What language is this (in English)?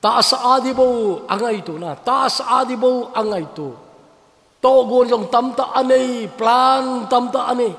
Thado Chin